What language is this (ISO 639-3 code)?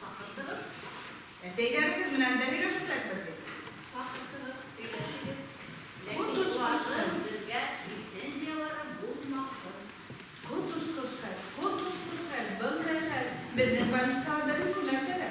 bak